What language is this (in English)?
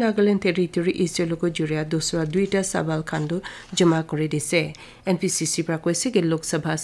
Naga Pidgin